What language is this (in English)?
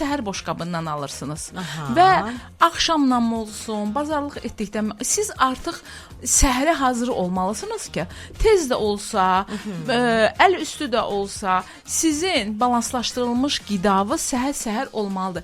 Azerbaijani